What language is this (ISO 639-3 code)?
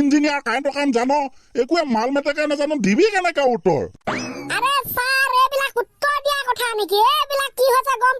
asm